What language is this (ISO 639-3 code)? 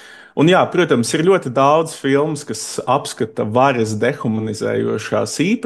lav